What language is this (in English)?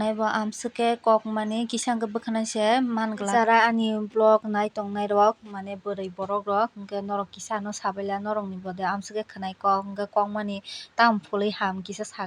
Kok Borok